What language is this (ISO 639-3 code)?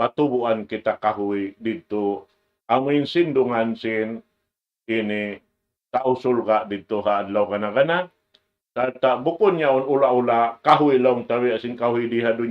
tsg